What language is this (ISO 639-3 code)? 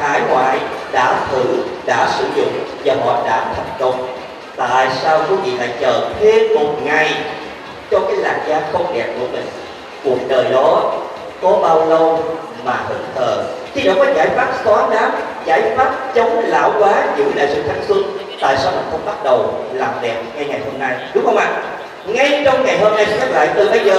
vie